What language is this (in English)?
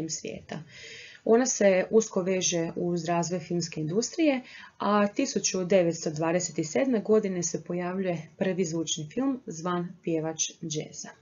Croatian